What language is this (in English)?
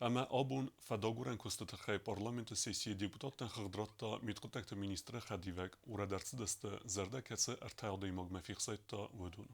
Ossetic